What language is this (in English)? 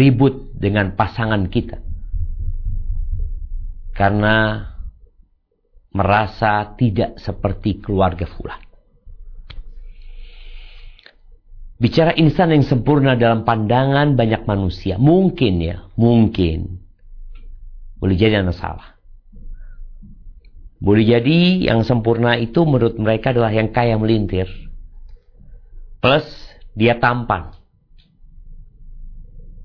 Indonesian